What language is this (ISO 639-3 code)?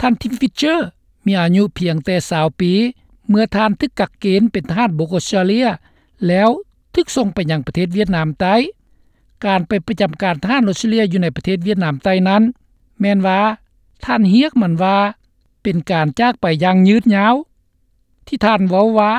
lao